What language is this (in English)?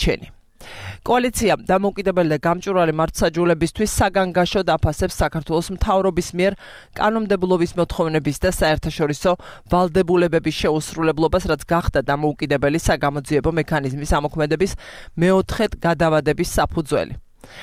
Georgian